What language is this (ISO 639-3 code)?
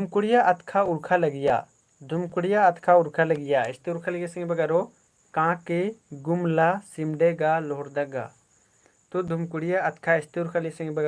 kru